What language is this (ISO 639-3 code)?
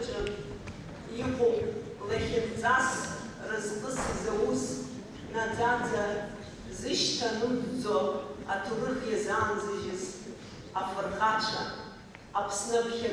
abk